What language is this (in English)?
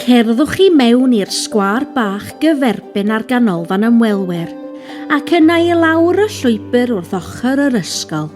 Welsh